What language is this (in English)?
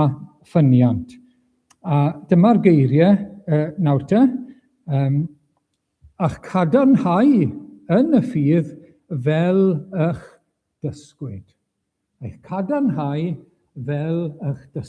Welsh